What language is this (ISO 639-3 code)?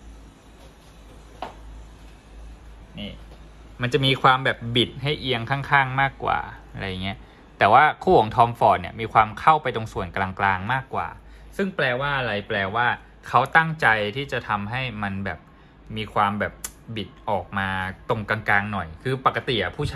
tha